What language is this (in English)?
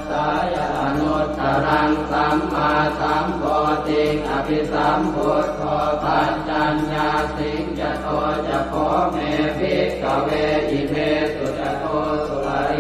Pali